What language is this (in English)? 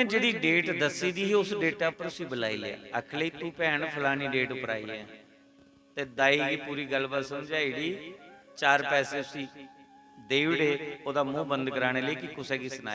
Dogri